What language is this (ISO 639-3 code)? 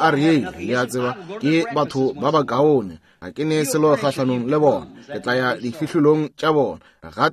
nso